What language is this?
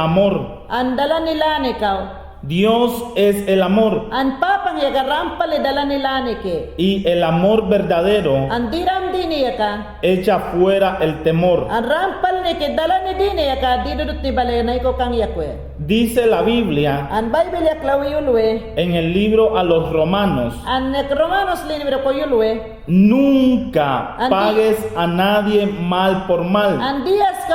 Mayangna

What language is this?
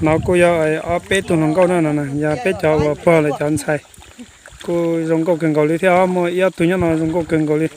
Hmong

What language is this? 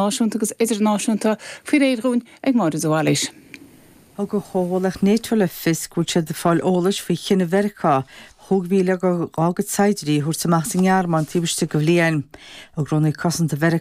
Irish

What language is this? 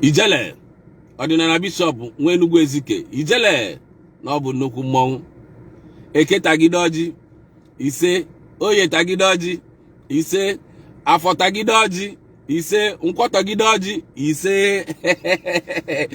Igbo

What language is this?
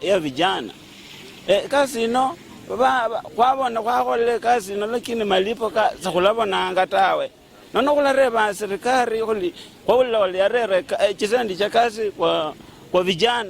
Luyia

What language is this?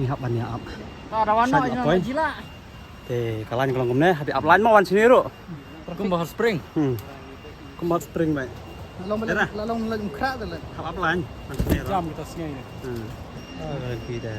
Khasi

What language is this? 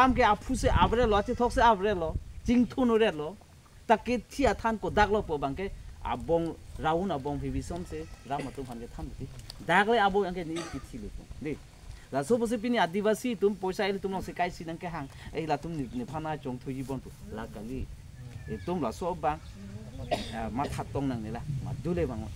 Karbi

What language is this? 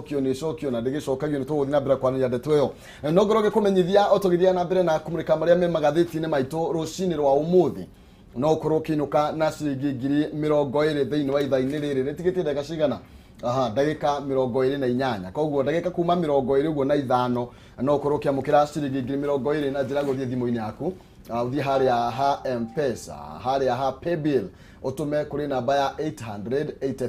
Kikuyu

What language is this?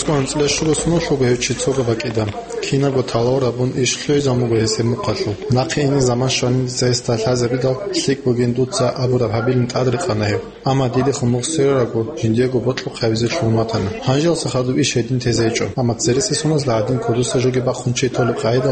Avaric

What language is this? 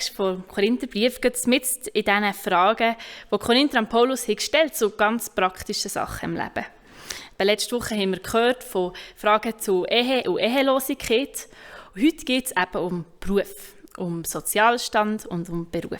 Swiss German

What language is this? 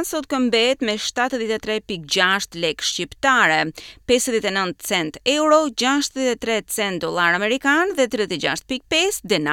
Albanian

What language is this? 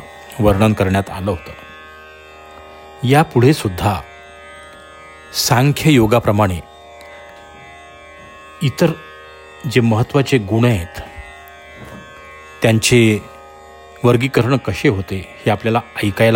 Marathi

